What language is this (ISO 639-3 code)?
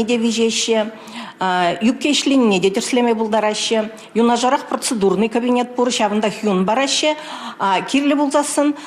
chv